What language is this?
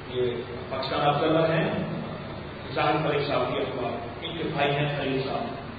Urdu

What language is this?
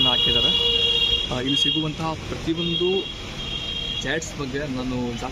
Kannada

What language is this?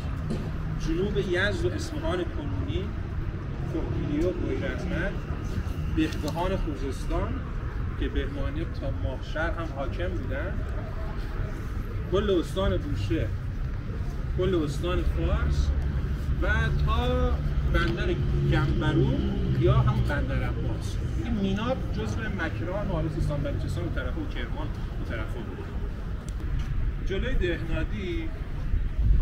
Persian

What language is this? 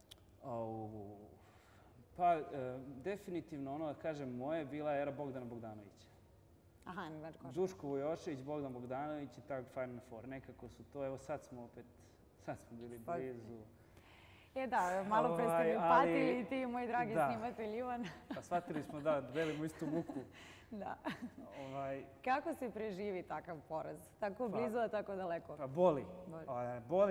Serbian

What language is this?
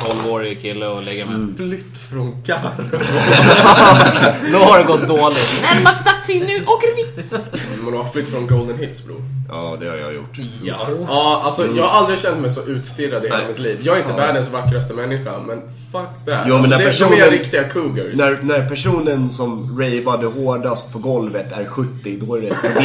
Swedish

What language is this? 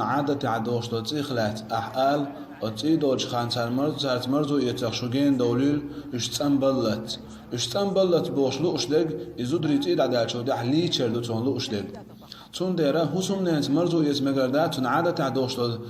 Chechen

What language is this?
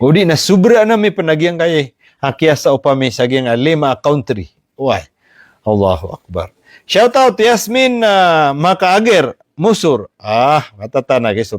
Maranao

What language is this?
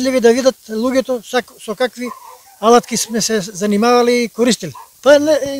Macedonian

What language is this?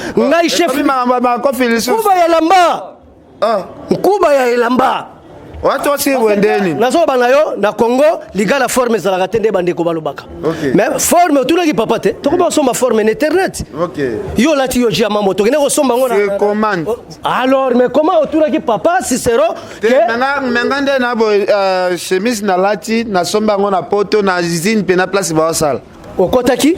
Lingala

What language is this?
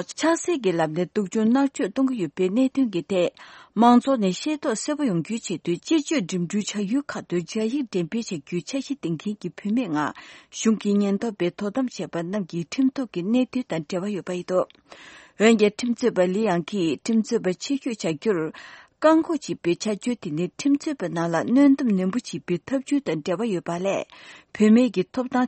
Tibetan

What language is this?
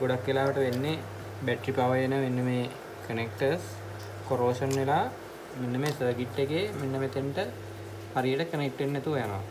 Sinhala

